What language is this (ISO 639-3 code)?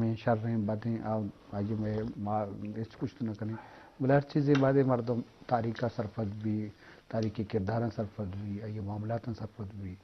bgp